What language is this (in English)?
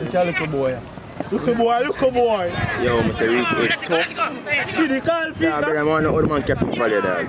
Jamaican Creole English